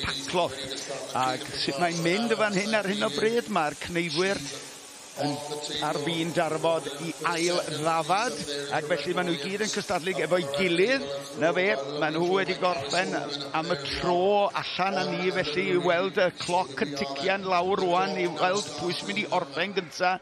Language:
Welsh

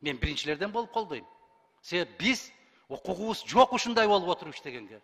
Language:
Kyrgyz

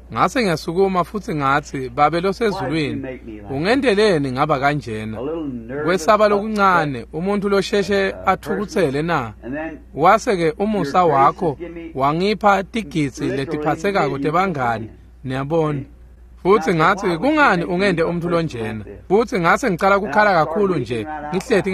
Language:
Swati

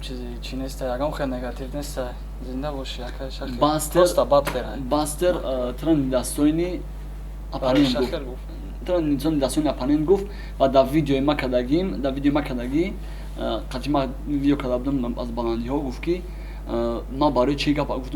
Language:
Tajik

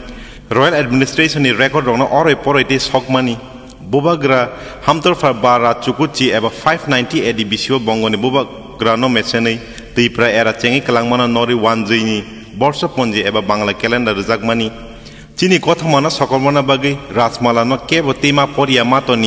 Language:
Kok Borok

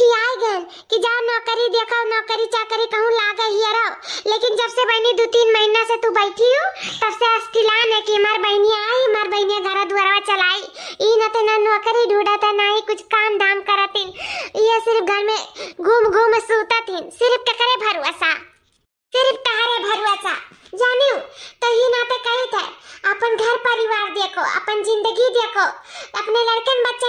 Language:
Awadhi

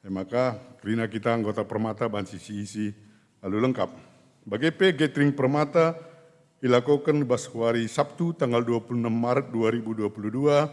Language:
Batak Karo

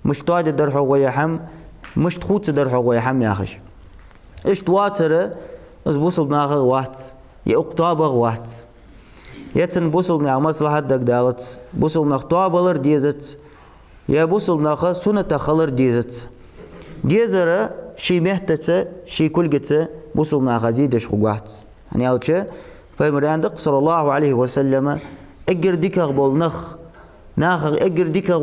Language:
Ingush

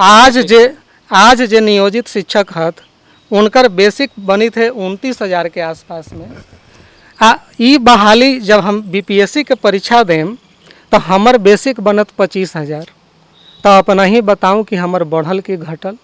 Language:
Magahi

